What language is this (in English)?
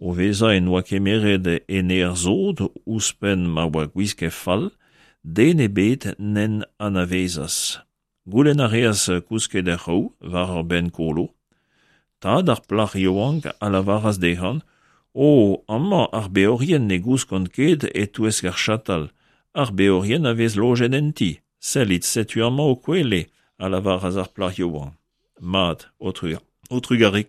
Breton